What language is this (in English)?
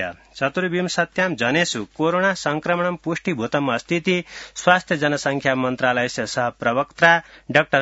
Sanskrit